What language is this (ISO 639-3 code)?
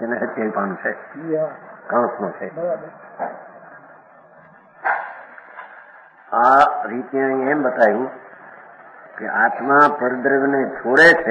guj